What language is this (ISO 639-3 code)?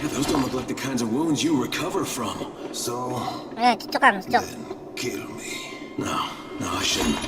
bjn